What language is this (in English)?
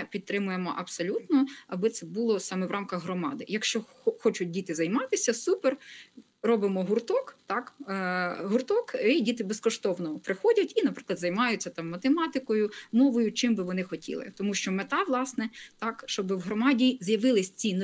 Ukrainian